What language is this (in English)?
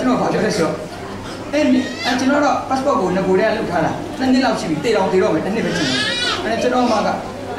Burmese